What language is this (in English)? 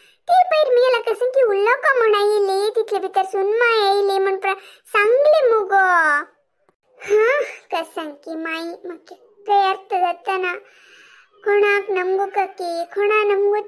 Konkani